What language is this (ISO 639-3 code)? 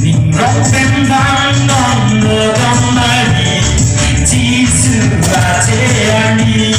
mjw